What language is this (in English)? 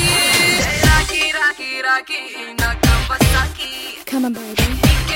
Telugu